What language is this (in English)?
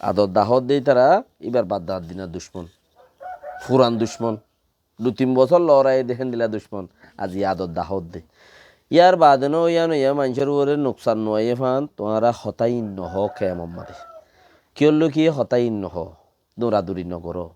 Rohingya